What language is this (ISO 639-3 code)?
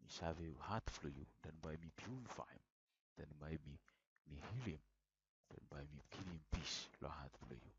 bis